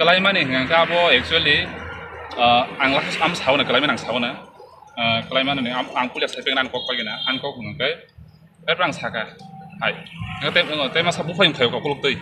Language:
Riang (India)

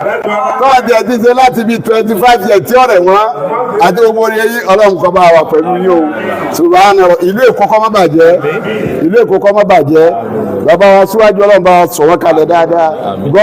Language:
Yoruba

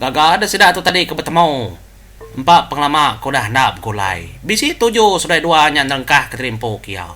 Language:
Iban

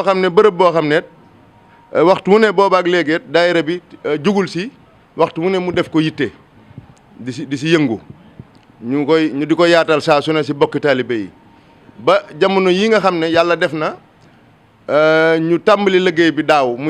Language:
Wolof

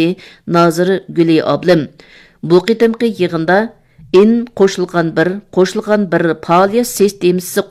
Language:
Uyghur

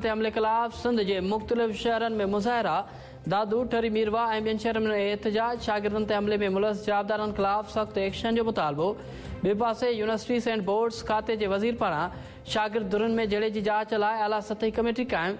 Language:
Sindhi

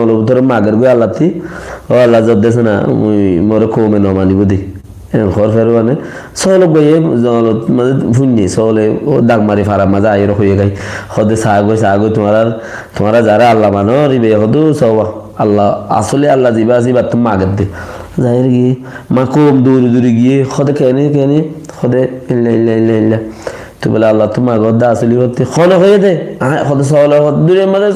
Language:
Rohingya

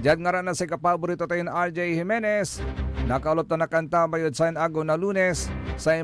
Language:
Pangasinan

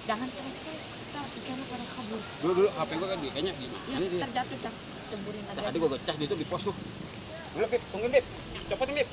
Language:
Betawi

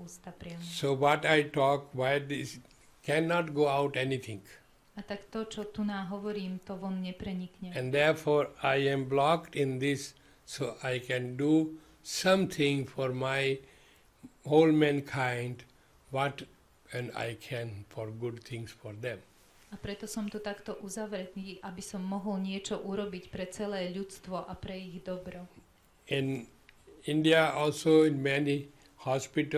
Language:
Slovak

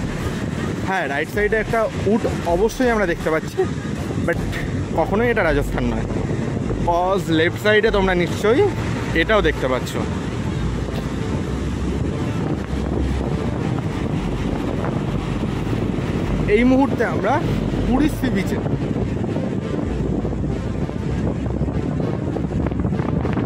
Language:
Bangla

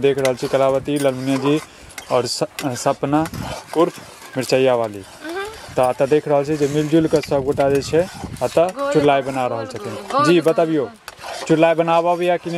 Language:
Maithili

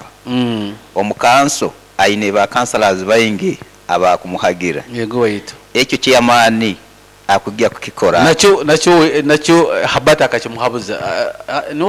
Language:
Nyoro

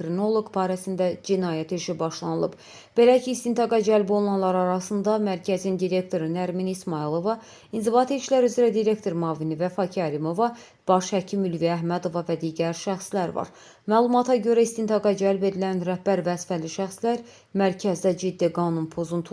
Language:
Azerbaijani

